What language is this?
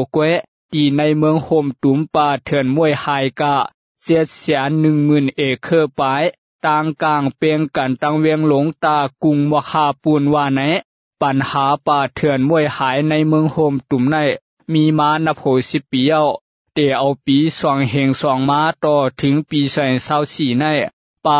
Lao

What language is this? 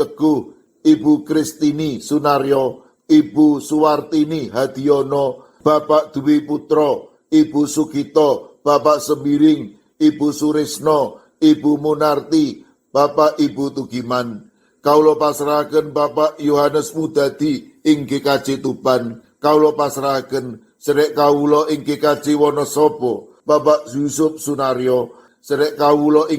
Javanese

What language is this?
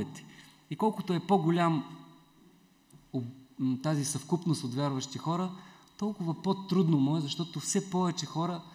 Bulgarian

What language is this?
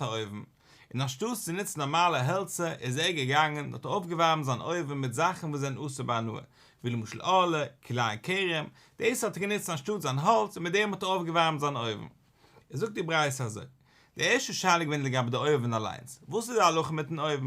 Yiddish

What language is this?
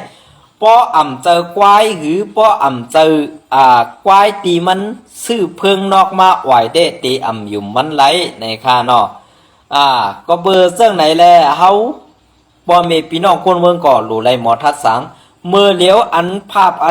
Shan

